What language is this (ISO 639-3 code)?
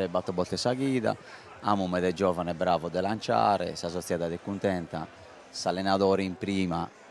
srd